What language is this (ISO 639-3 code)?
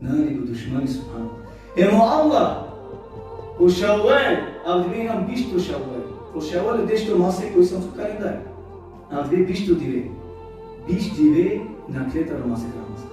rmn